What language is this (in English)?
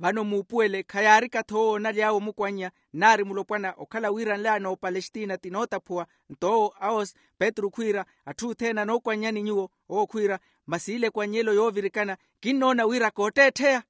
Makhuwa